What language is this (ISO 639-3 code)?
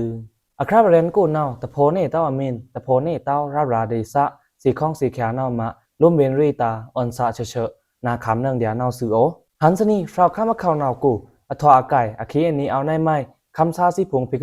blk